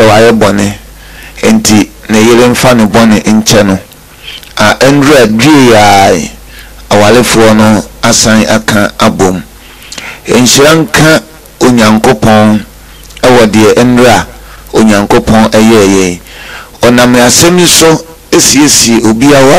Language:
Akan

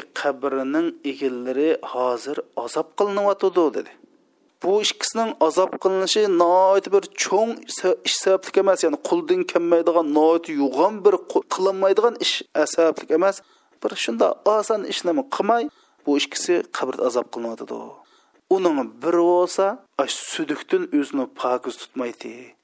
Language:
Uyghur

